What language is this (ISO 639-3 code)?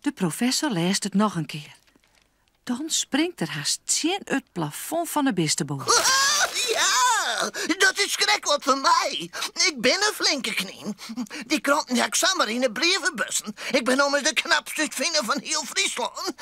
fry